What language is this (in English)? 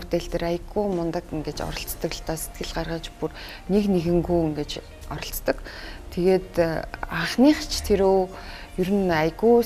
Mongolian